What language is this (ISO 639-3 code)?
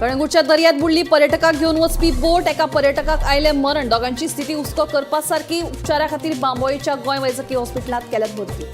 kok